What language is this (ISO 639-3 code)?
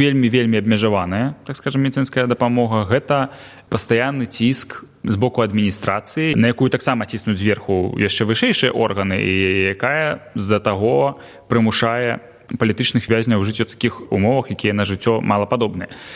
bel